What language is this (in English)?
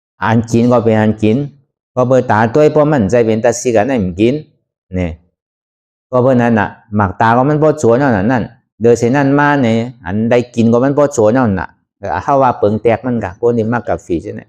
Shan